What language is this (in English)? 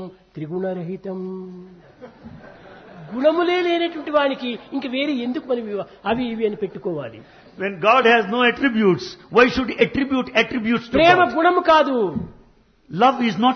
Telugu